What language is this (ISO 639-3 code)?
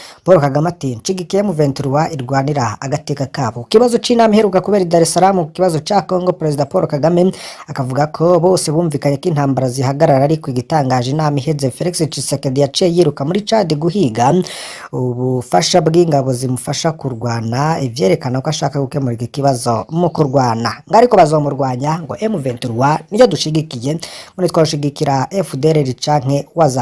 run